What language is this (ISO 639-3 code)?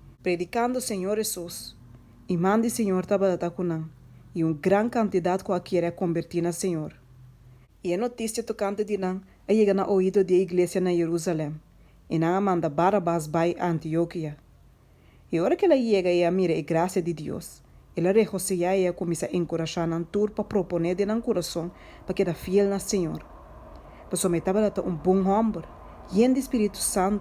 pap